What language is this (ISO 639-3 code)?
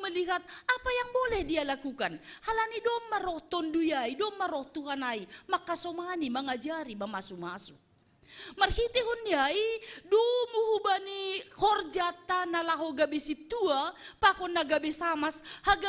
bts